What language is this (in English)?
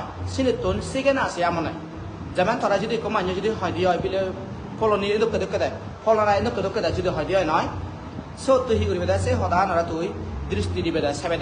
Chakma